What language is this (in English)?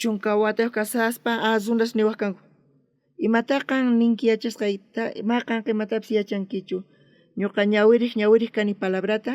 South Bolivian Quechua